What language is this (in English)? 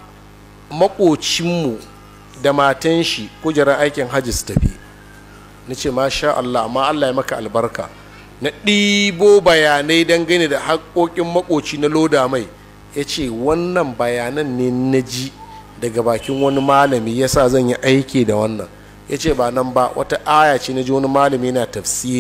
Hausa